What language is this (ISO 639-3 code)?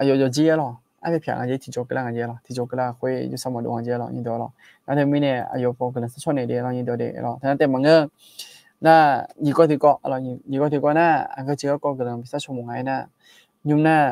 ahk